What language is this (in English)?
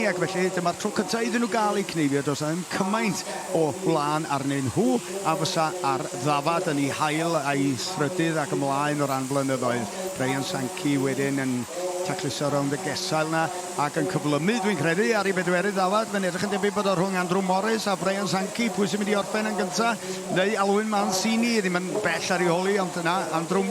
Welsh